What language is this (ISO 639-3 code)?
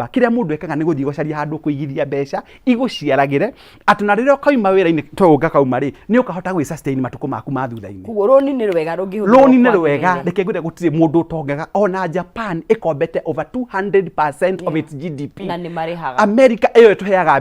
kik